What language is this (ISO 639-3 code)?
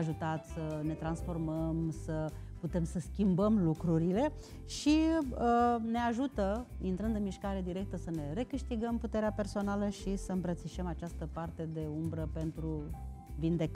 ron